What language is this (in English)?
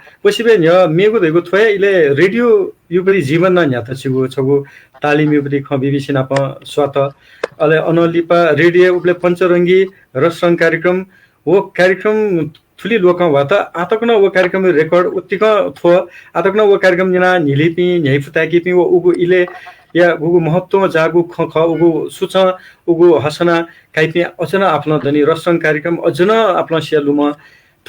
Newari